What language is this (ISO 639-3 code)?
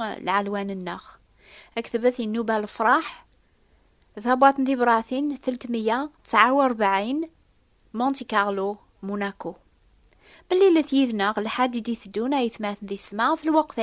kab